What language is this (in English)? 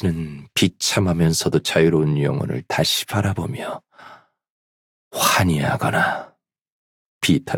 Korean